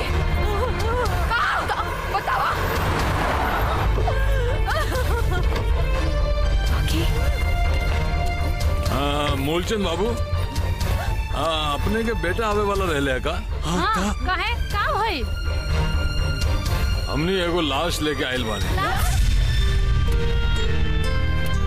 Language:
Bhojpuri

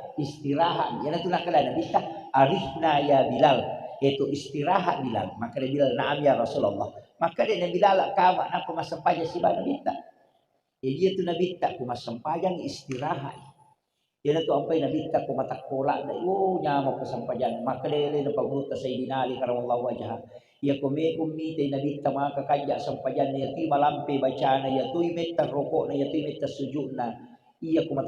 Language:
Buginese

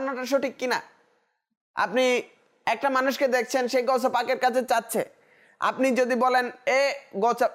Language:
Bangla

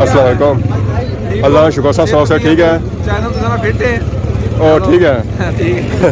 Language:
Pahari-Potwari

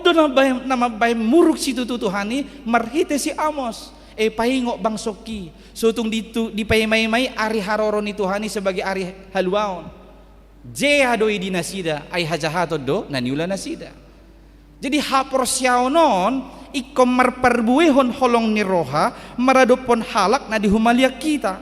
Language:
Batak Toba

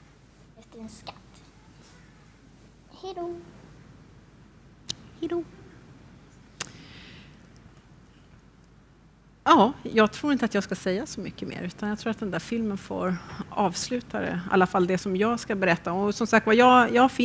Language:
Swedish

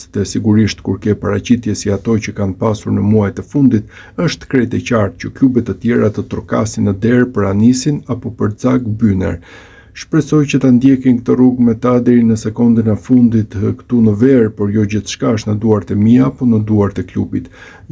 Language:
Albanian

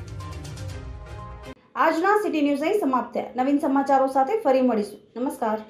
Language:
Gujarati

